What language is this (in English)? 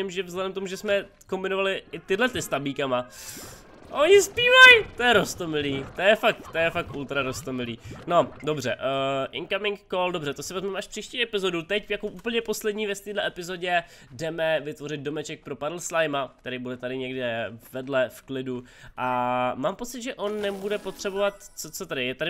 Czech